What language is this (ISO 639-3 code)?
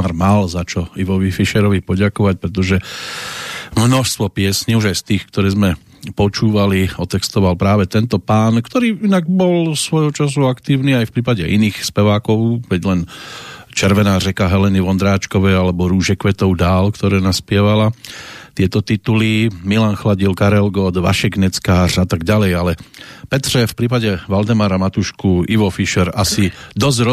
slk